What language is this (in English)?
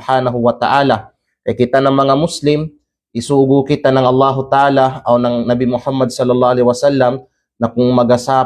Kalagan